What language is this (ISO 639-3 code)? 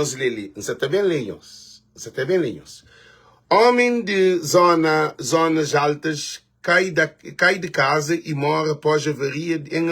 kea